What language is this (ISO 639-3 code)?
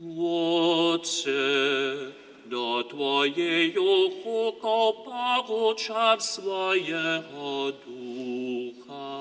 hsb